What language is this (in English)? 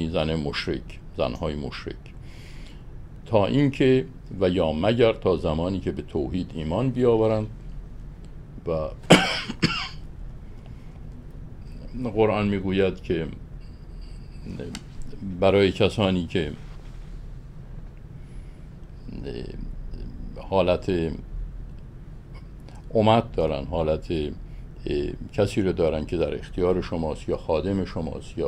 Persian